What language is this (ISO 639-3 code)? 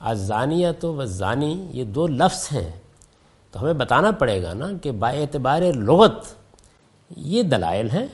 urd